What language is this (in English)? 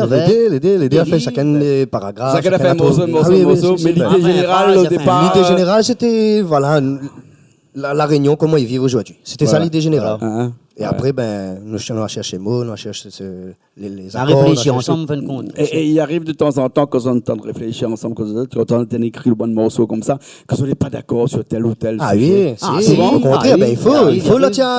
Réunion Creole French